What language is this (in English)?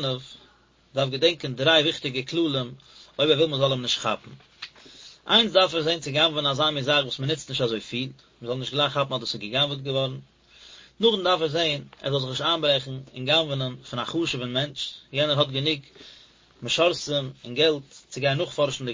Yiddish